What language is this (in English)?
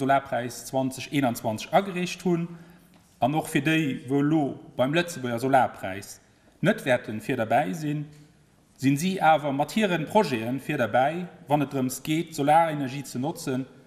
Luxembourgish